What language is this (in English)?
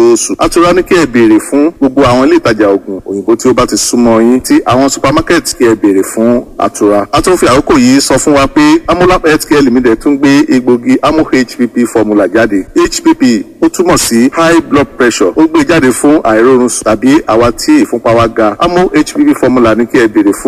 Yoruba